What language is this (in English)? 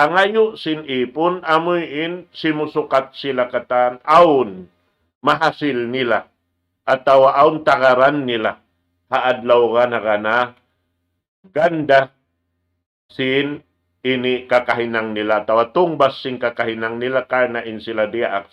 Tausug